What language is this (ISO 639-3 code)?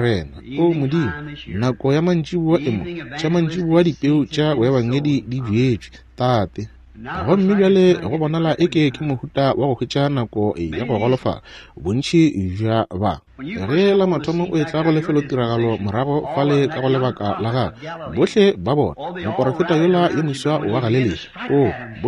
nso